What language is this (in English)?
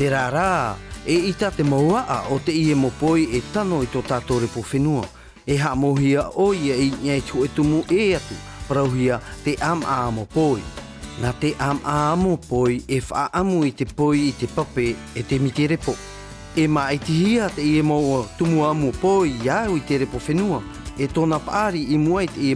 Tahitian